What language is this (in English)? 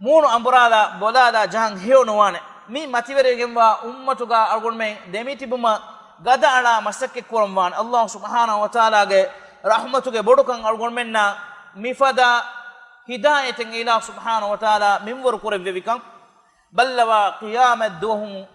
Divehi